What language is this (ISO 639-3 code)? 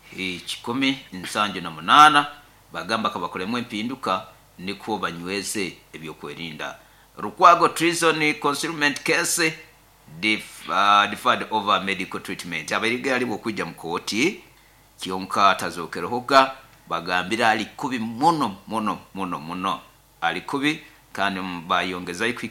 nyo